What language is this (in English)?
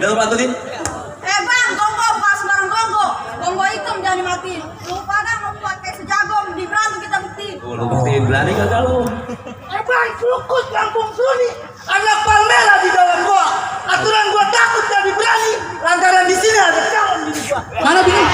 Betawi